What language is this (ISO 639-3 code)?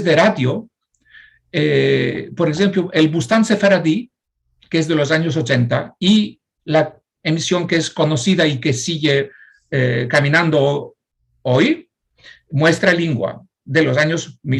lad